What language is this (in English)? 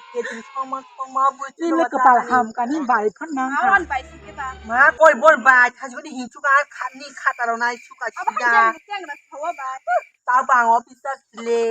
Kok Borok